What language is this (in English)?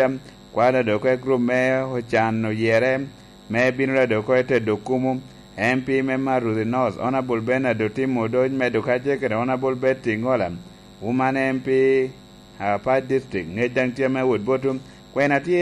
Lango (Uganda)